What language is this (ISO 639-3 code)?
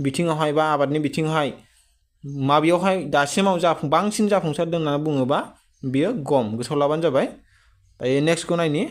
brx